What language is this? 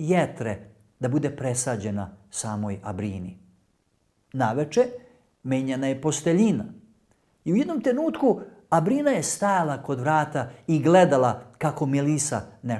Macedonian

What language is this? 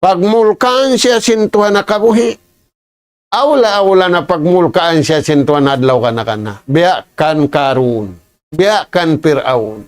Tausug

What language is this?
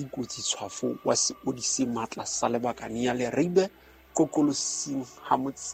Southern Sotho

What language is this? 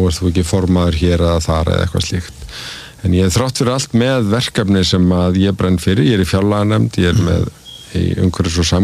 Icelandic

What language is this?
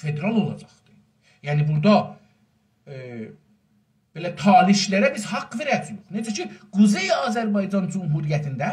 South Azerbaijani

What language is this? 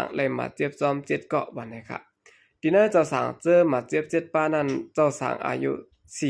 Shan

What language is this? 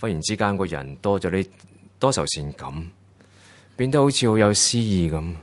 Cantonese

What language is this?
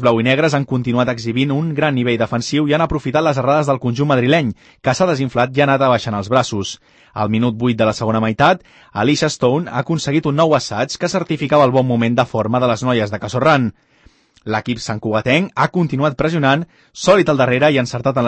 Catalan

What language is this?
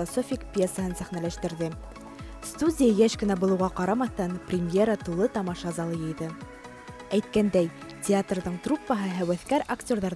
Bashkir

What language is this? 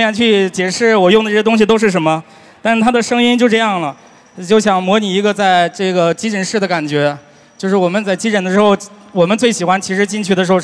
Chinese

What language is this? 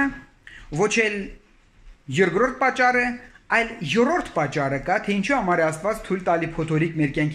Armenian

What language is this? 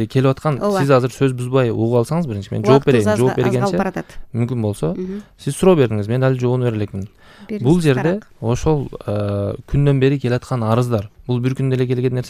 Kyrgyz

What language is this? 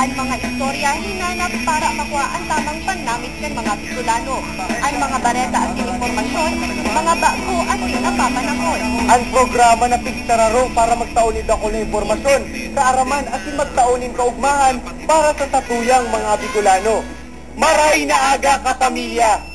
Bikol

